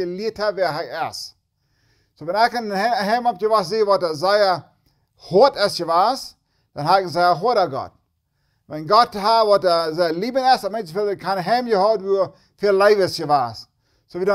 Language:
Plautdietsch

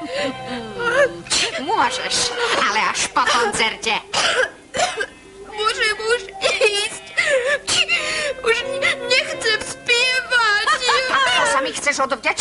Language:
Slovak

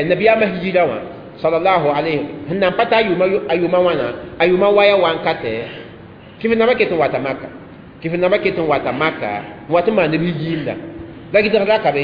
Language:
Mossi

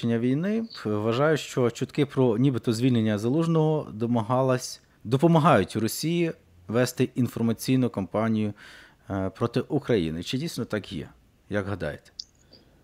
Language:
Ukrainian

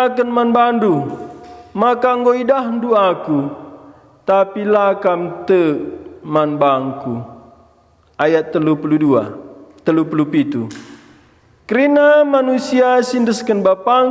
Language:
Batak Karo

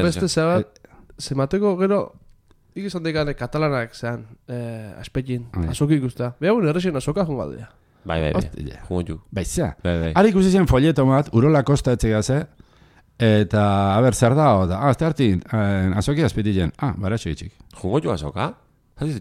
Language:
Basque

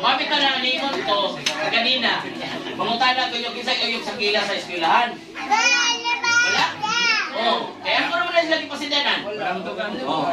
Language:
Cebuano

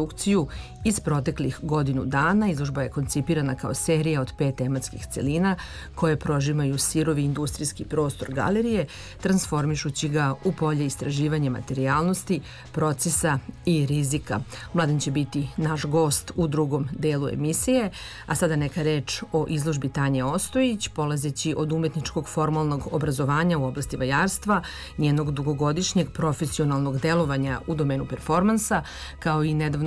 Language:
Serbian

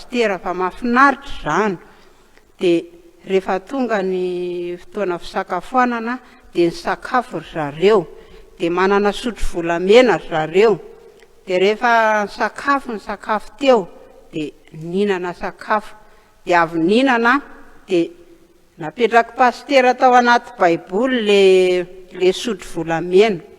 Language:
Malagasy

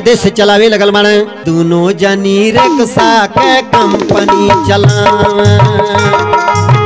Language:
Bhojpuri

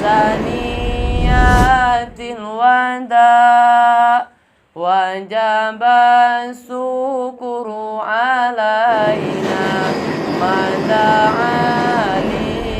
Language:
Minangkabau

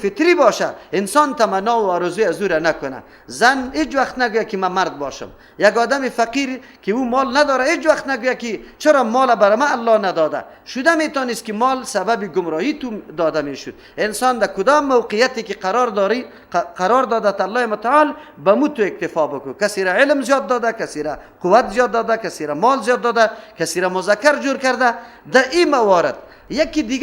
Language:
Persian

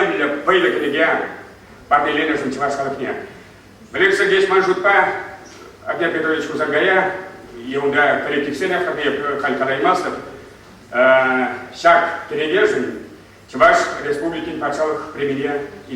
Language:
Chuvash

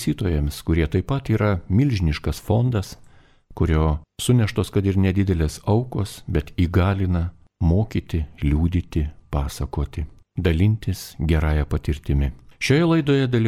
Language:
Lithuanian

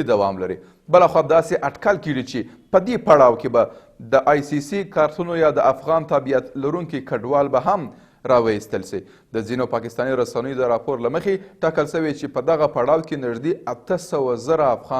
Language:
Pashto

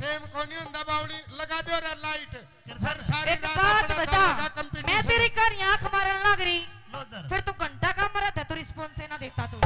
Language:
Haryanvi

